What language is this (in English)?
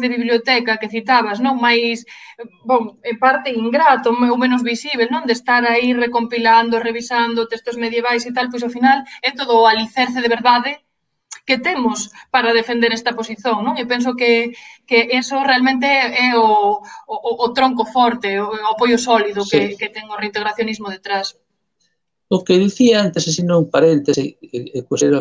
Galician